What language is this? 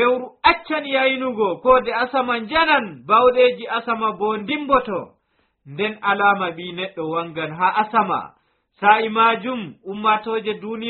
Nigerian Fulfulde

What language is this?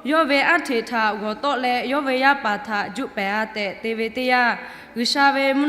Lahu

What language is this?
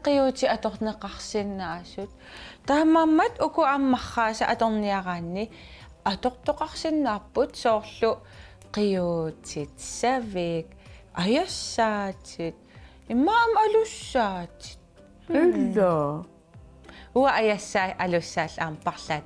Kalaallisut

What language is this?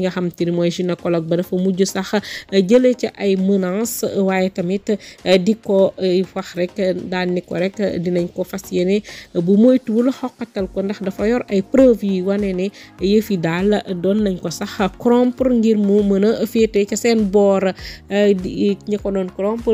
Wolof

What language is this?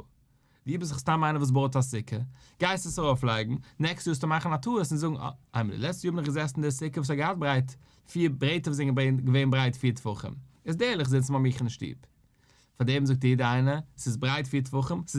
Yiddish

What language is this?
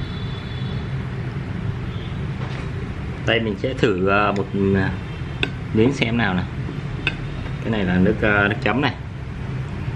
Vietnamese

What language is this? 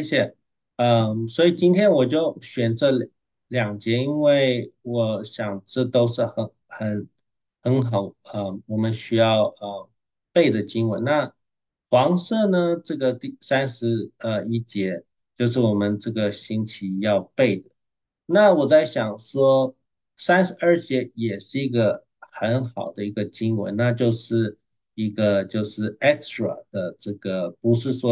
Chinese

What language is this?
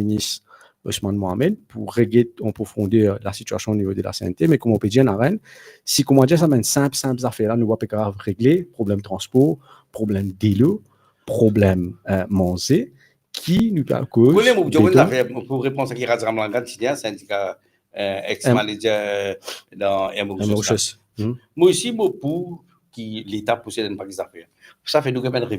Morisyen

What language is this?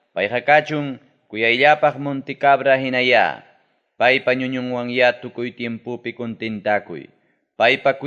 Ayacucho Quechua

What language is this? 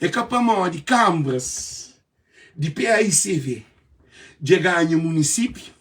Kabuverdianu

